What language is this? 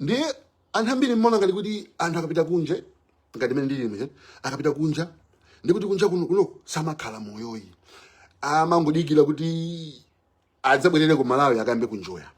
Nyanja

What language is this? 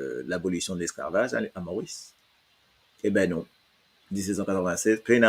Morisyen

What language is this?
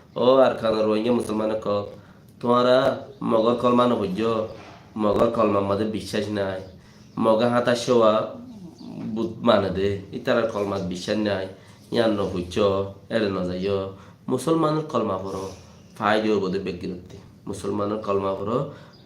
Rohingya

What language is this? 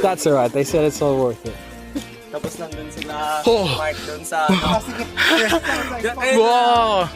Cebuano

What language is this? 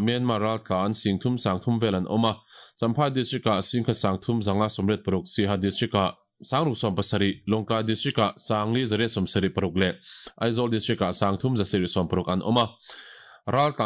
Mizo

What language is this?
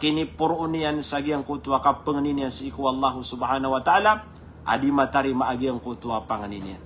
Maranao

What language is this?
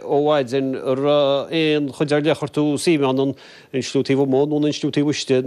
Irish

